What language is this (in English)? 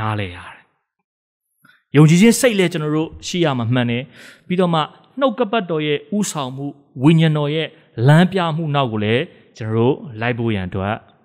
Burmese